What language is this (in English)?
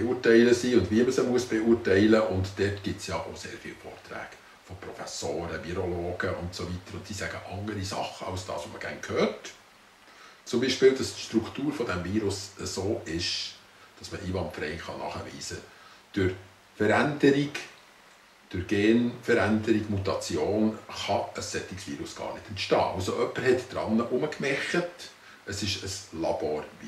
Swiss German